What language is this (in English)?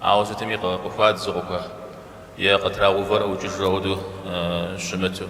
Kabardian